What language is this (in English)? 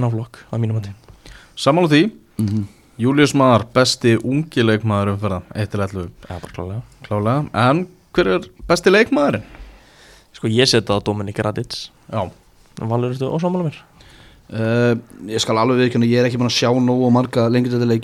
Icelandic